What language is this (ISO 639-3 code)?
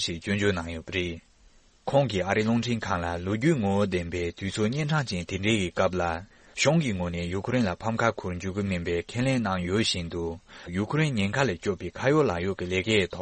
bod